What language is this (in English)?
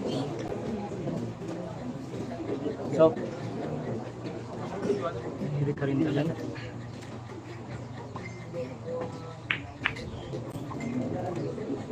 Filipino